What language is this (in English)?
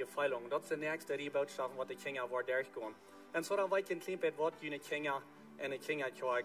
Plautdietsch